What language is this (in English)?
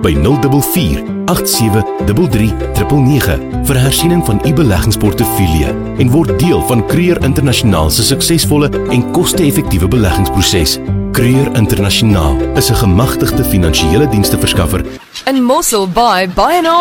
Afrikaans